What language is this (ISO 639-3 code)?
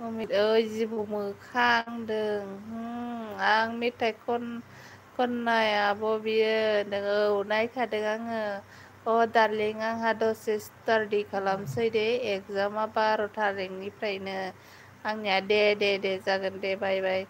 brx